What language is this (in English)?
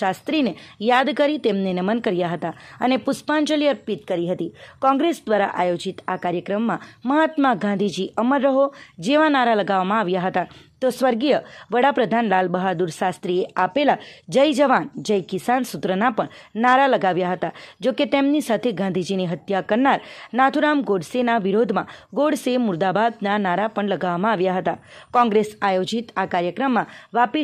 Gujarati